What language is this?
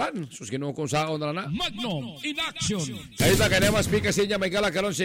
Cebuano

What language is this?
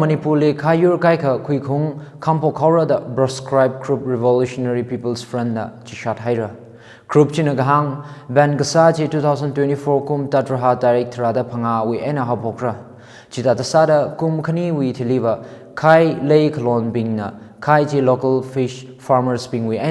Tangkhul Naga (India)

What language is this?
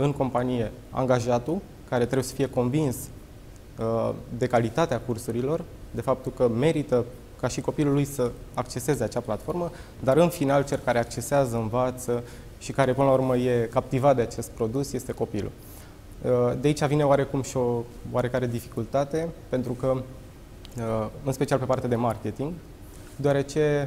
Romanian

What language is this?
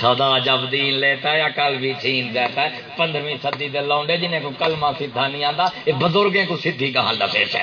Saraiki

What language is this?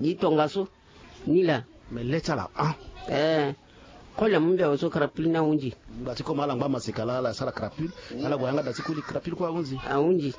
Sango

